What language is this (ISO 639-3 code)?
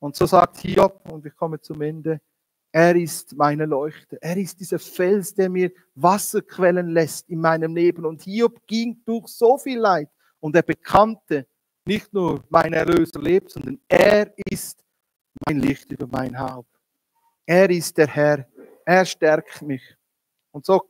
gsw